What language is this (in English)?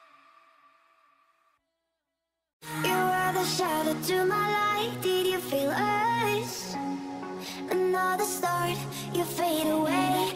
English